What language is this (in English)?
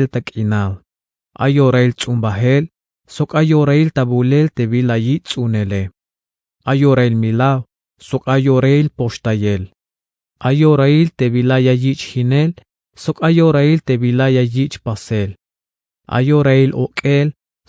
Tzeltal